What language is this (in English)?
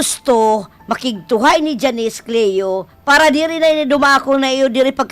Waray